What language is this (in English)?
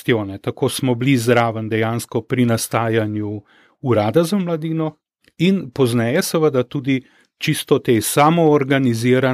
Slovenian